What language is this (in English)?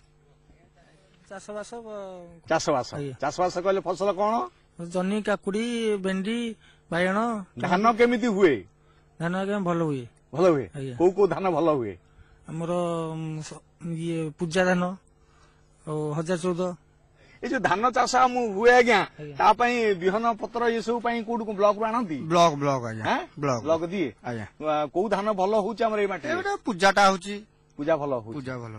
Odia